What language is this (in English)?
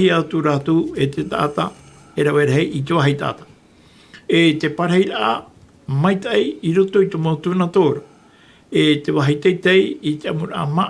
Tahitian